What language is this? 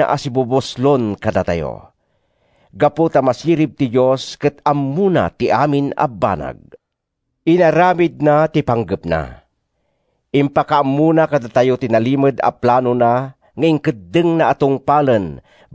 Iloko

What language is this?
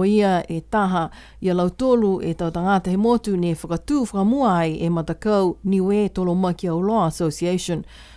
Niuean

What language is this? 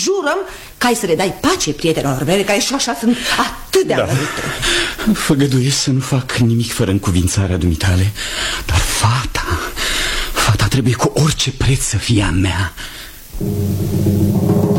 Romanian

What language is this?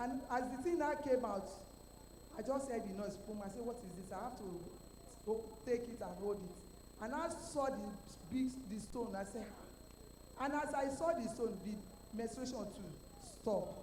Ewe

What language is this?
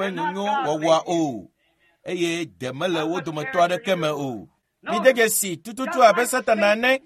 Ewe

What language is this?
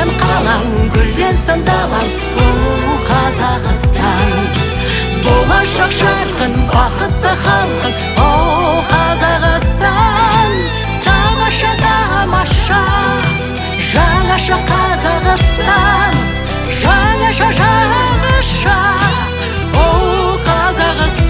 Kazakh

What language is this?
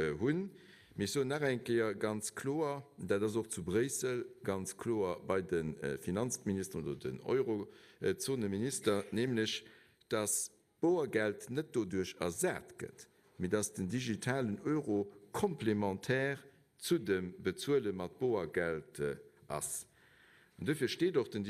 Luxembourgish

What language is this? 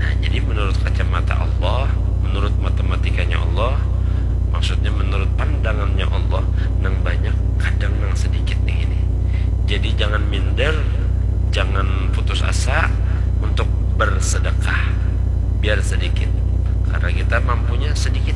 Banjar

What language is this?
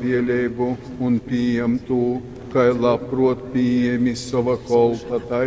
Latgalian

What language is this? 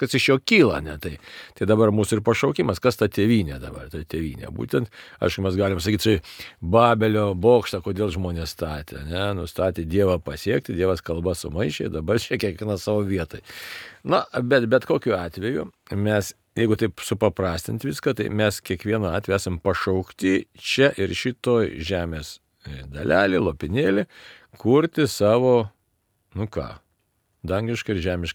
Lithuanian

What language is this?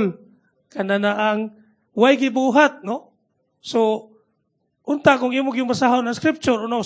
Cebuano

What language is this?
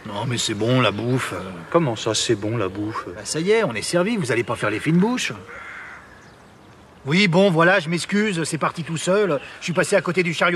French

